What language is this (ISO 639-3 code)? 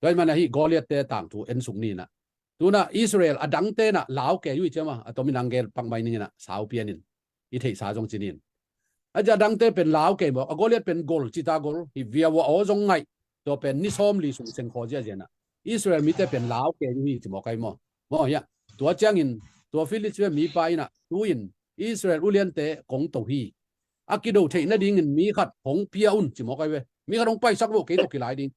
ctd